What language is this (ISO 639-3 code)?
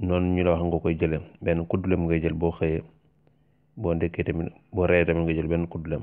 wol